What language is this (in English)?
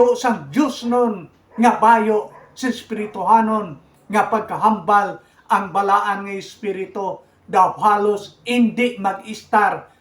Hiligaynon